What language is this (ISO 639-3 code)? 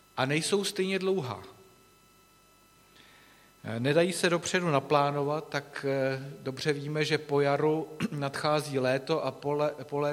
ces